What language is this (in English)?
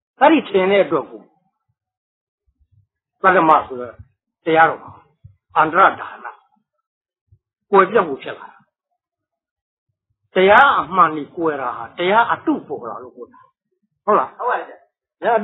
Burmese